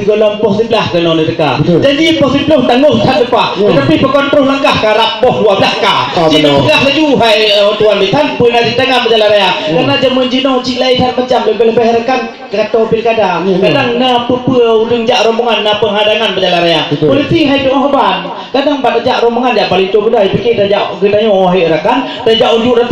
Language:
Achinese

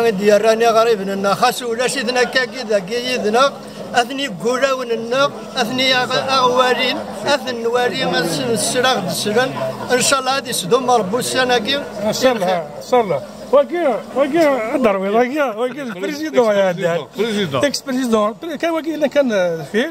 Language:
Kabyle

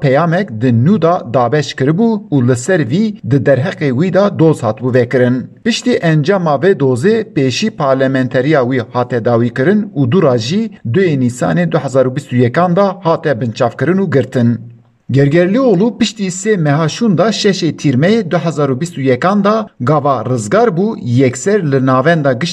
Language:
Kurdish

